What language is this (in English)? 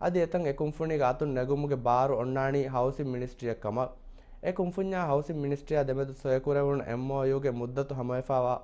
Divehi